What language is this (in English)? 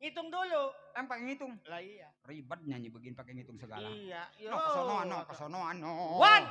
Betawi